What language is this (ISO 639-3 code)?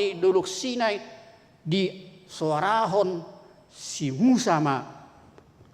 bbc